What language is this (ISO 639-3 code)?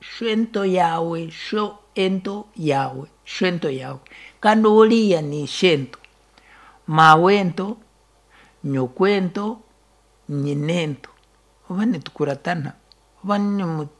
nyn